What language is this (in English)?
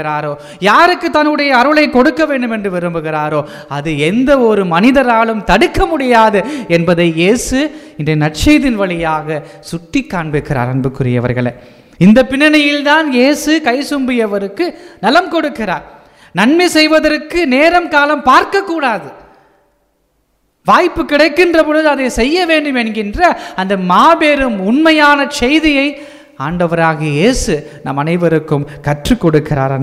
Tamil